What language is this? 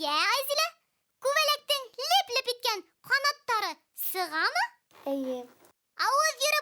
Bashkir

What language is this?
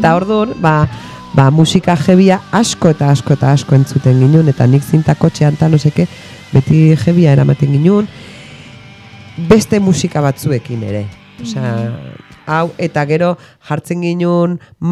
Basque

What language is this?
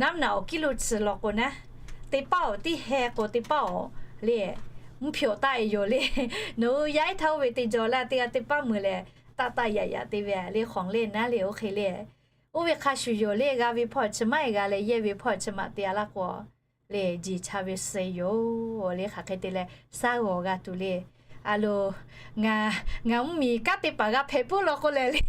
Lahu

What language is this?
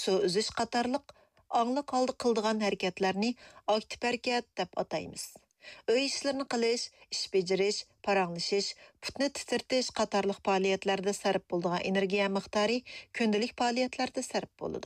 Uyghur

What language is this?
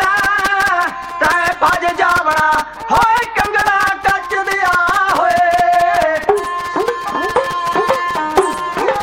Punjabi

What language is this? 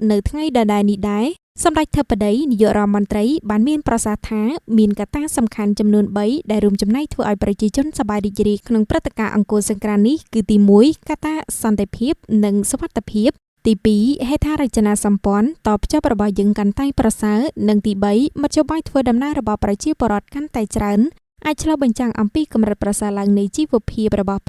Khmer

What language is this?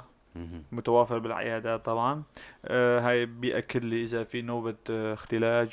North Levantine Arabic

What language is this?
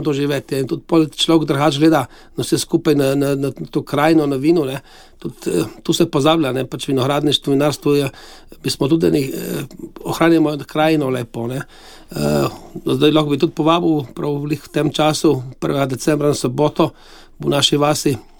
Slovenian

